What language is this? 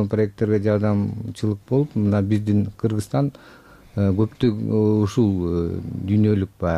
Kyrgyz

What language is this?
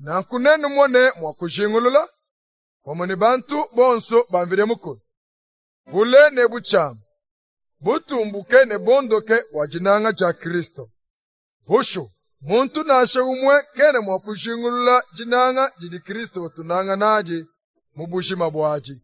Luba-Lulua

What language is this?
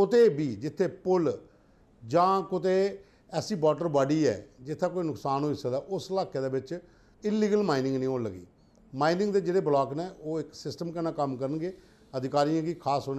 Dogri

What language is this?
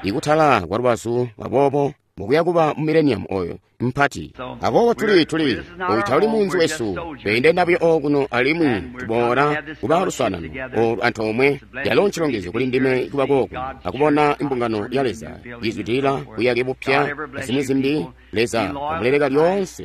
Tonga (Zambia)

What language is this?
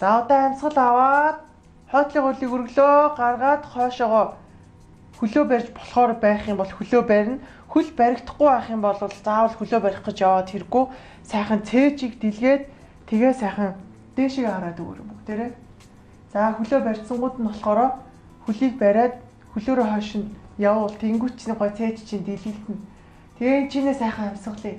Mongolian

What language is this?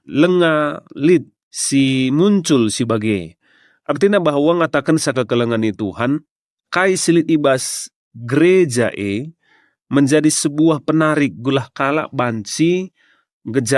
Batak Karo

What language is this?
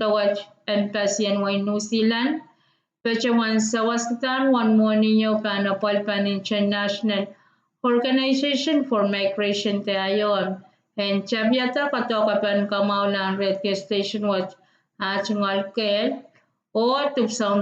Pohnpeian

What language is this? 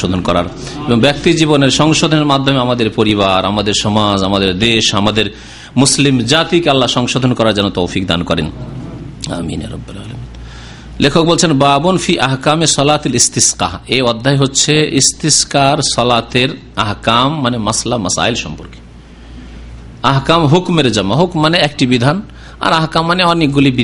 Bangla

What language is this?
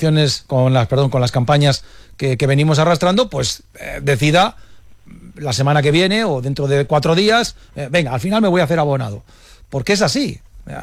Spanish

